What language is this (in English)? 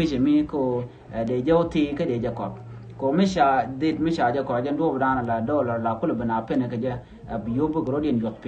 Nuer